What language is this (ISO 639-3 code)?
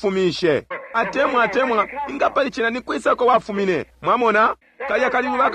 bem